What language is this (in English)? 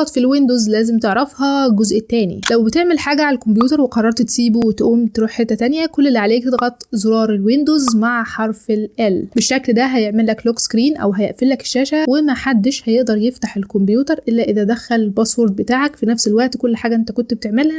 Egyptian Arabic